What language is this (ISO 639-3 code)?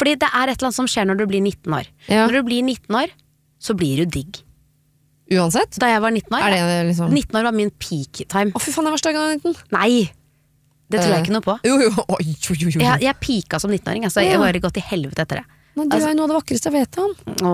nor